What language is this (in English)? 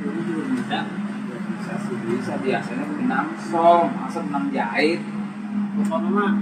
Betawi